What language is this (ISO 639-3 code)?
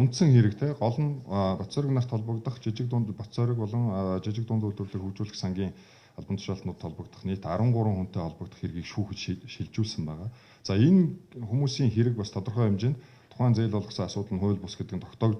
mon